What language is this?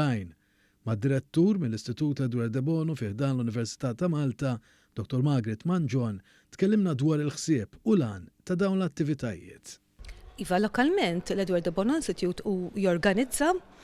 Maltese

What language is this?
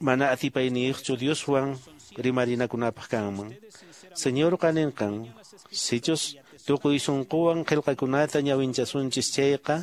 Quechua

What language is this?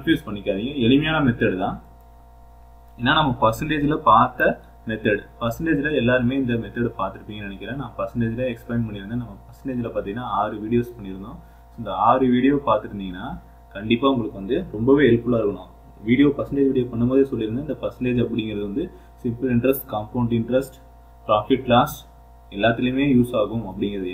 Tamil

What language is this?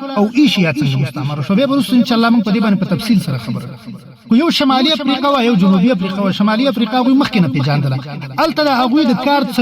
Pashto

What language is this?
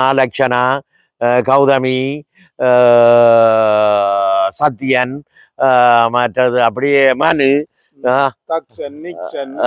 Tamil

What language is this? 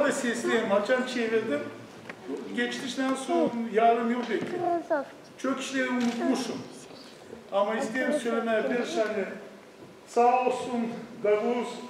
Gagauz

